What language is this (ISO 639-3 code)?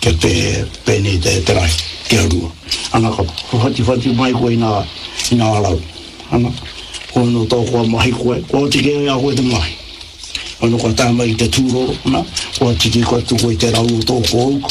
mri